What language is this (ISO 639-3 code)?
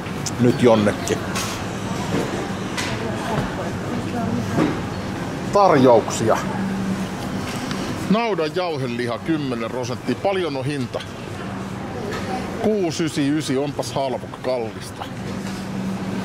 fin